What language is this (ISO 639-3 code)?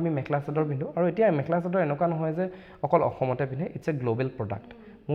asm